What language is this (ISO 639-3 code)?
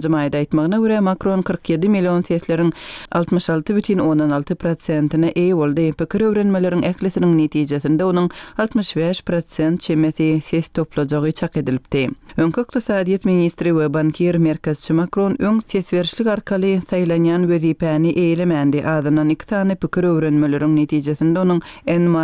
tuk